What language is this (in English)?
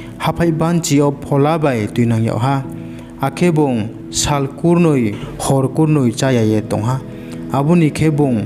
Riang (India)